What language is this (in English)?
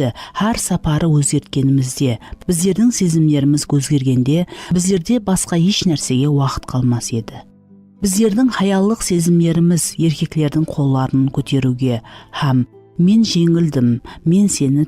Kara-Kalpak